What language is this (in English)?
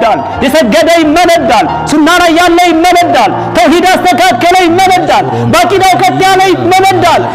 Amharic